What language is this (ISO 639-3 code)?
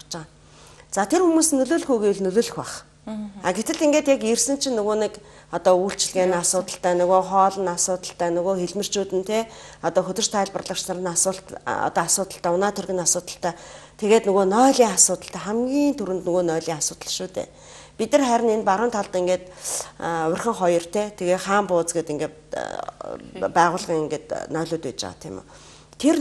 mon